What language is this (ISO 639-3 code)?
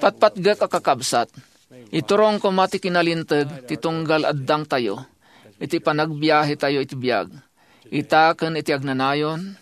ilo